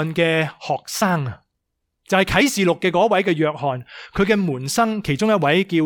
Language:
Cantonese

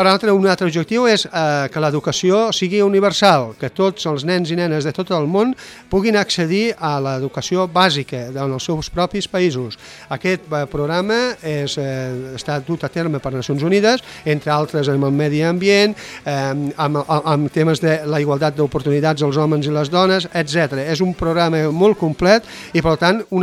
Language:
Catalan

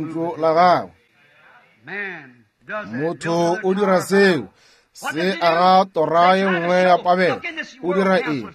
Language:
Northern Sotho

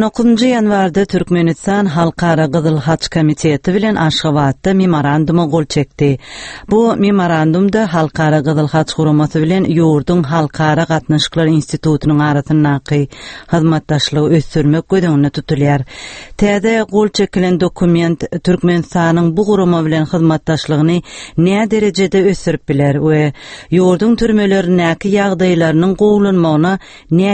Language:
Turkmen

